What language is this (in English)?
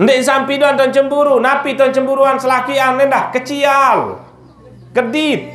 Sasak